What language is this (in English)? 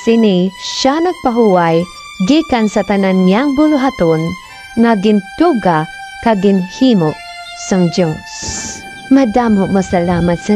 Hiligaynon